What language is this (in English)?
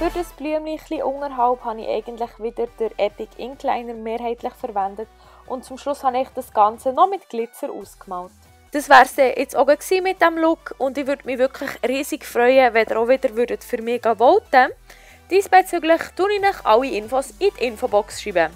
Swiss German